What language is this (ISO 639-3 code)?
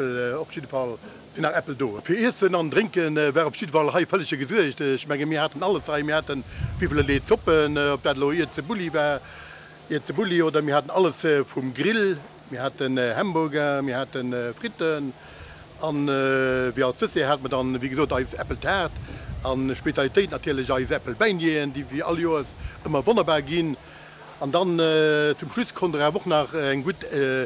ltz